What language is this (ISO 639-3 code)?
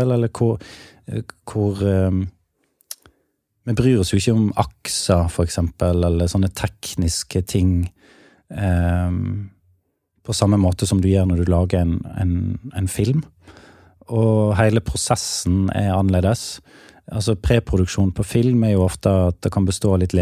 nor